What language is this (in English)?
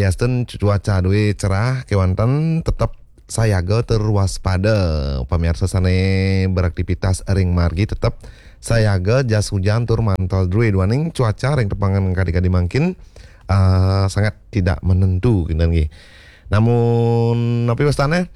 Balinese